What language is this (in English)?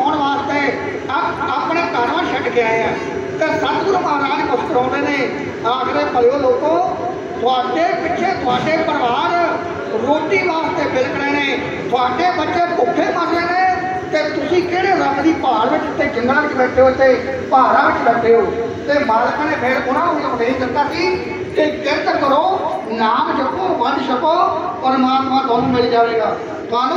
Punjabi